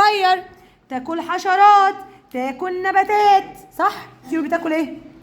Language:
Egyptian Arabic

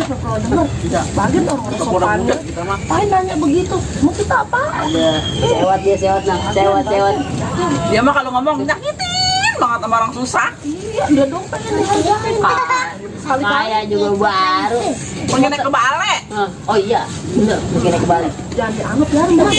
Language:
Betawi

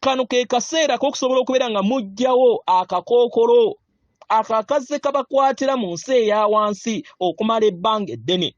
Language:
Ganda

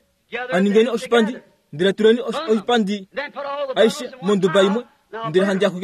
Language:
Kuanyama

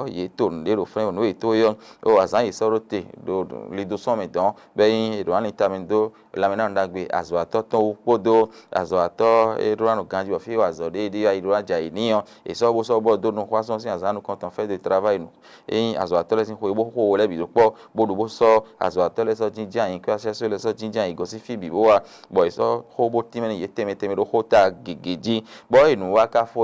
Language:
Fon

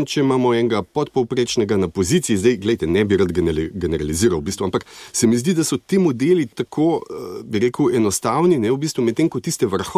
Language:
Slovenian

